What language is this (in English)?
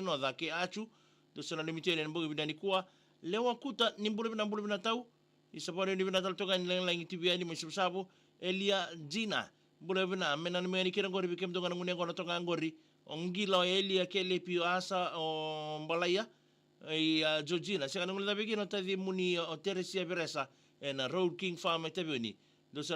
Fijian